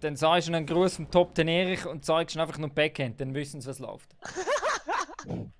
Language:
Swiss German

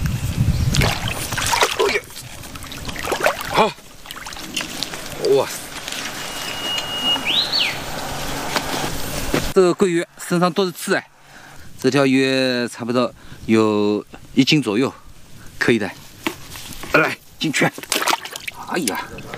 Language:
Chinese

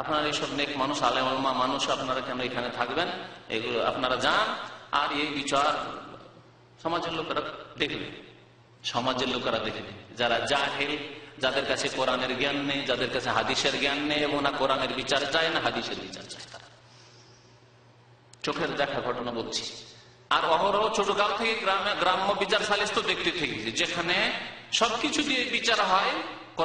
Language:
Bangla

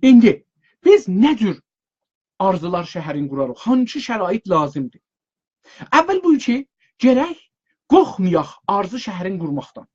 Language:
South Azerbaijani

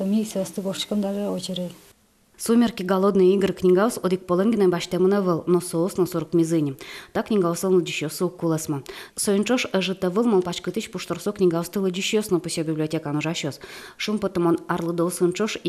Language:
Udmurt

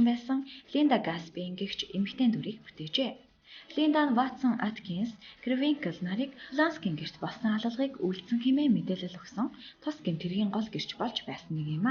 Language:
Mongolian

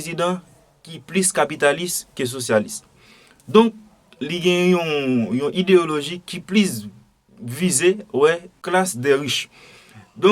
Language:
Haitian Creole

